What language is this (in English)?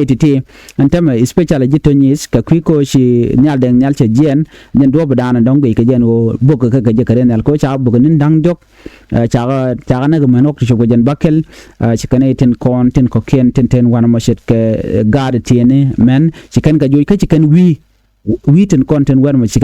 Nuer